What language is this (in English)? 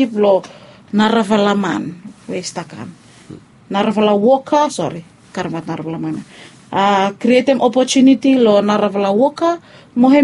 Bislama